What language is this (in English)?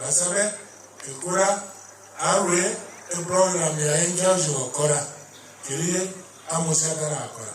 Gusii